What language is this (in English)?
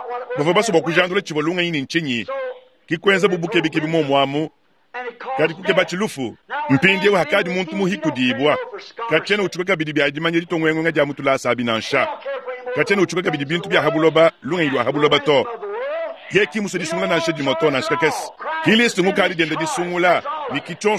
Luba-Lulua